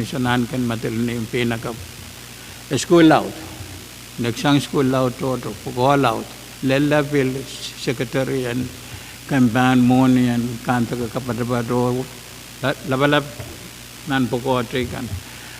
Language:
Pohnpeian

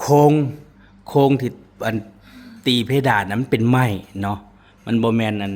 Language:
Northeastern Thai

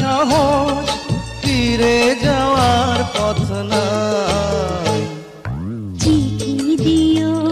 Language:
Bangla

